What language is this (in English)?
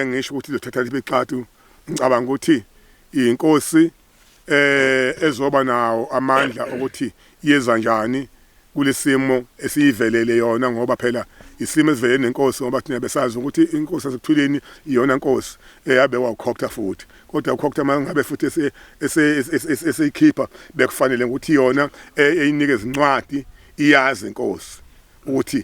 Zulu